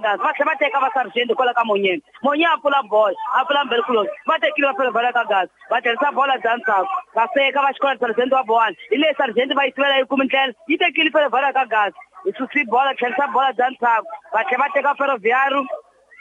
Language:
Tsonga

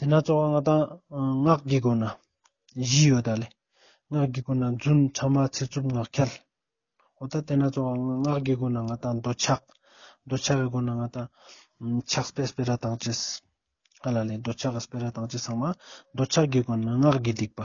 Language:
Ladakhi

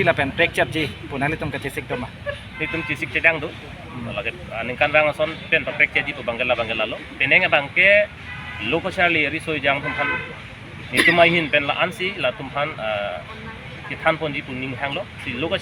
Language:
Karbi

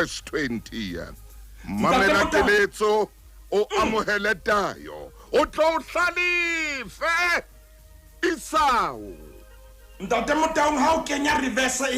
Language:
Southern Sotho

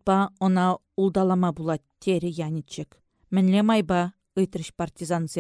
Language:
Chuvash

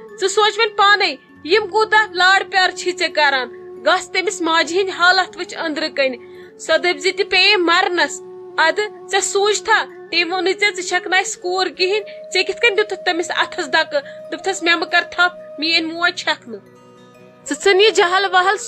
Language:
Kashmiri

